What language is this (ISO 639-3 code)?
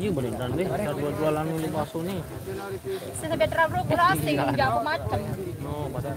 sas